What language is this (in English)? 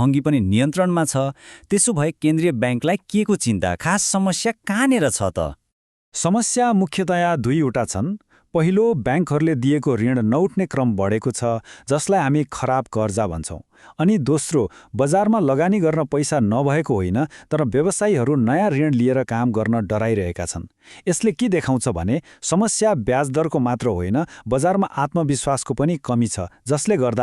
Nepali